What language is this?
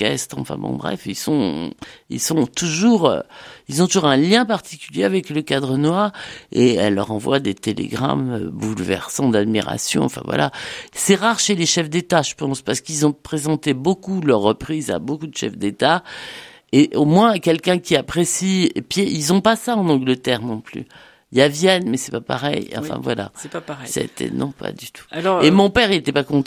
French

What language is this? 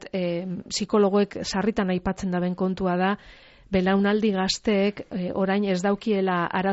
Basque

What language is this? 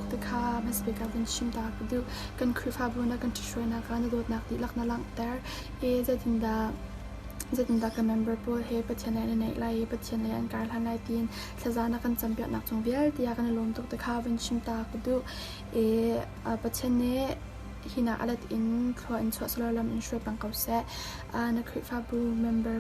Hakha Chin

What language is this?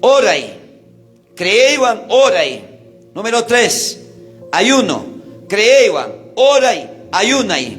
South Bolivian Quechua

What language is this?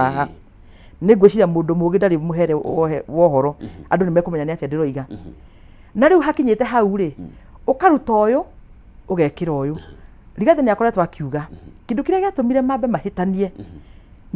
Kikuyu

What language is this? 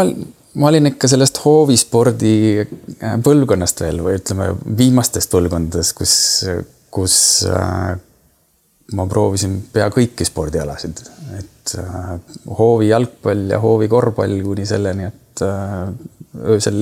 Estonian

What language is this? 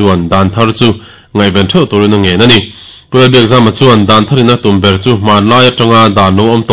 Mizo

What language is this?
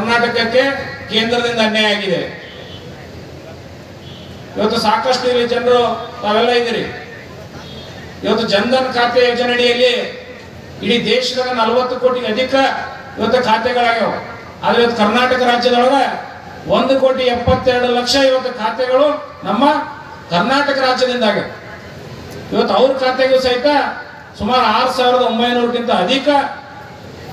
Kannada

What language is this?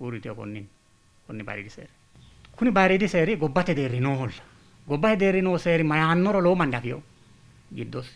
Sidamo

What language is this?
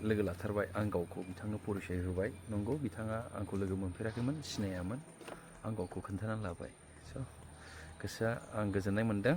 Bodo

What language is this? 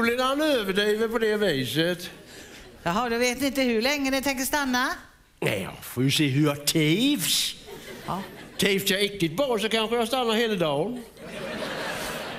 Swedish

